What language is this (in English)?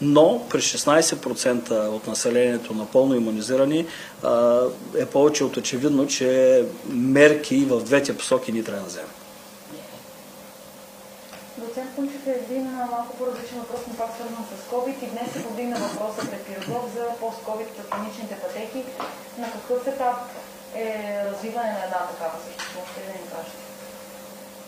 Bulgarian